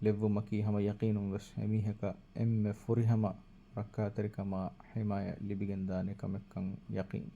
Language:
Divehi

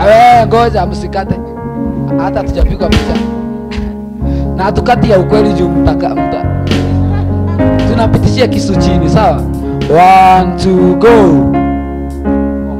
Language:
Swahili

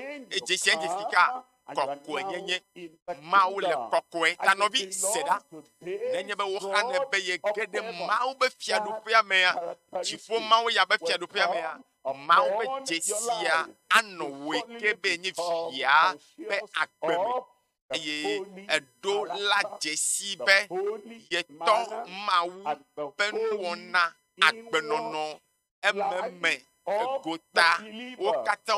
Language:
Ewe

